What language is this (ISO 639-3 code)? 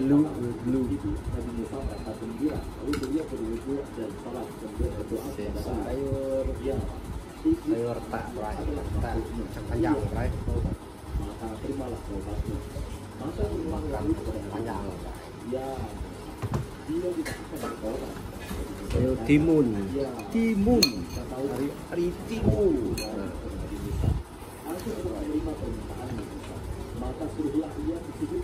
msa